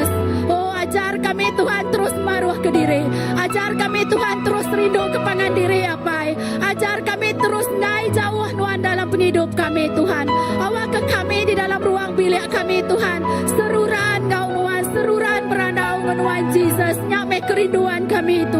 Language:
Iban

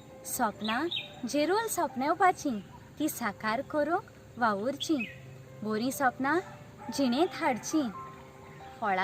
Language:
Konkani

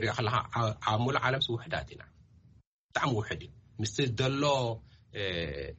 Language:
Tigrinya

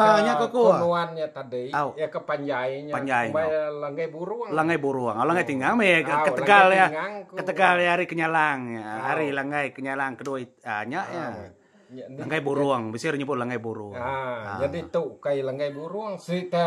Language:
Iban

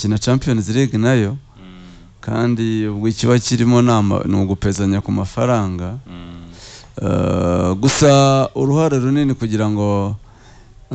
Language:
Kinyarwanda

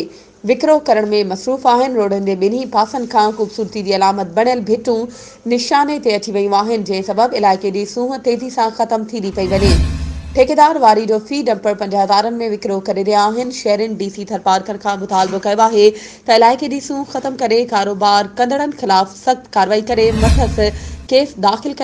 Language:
Sindhi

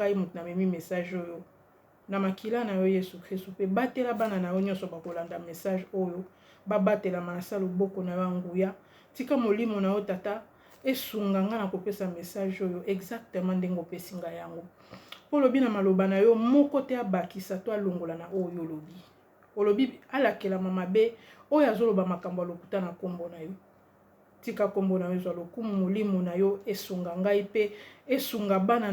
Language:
Lingala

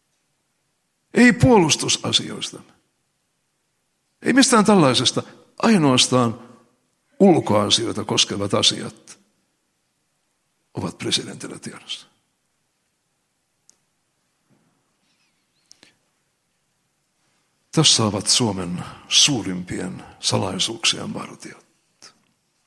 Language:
Finnish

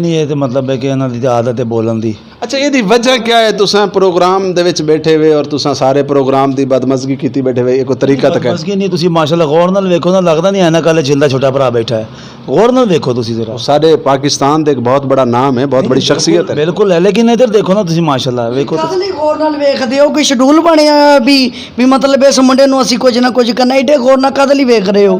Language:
Western Panjabi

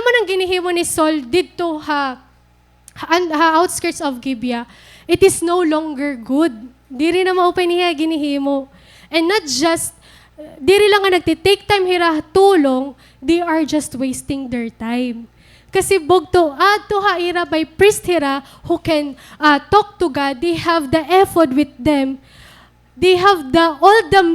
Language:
Waray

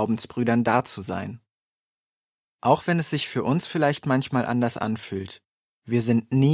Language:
German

